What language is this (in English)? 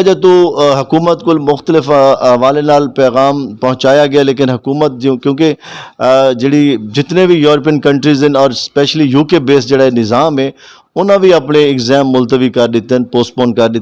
Western Panjabi